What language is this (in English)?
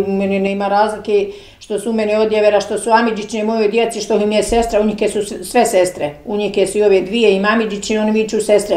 Bosnian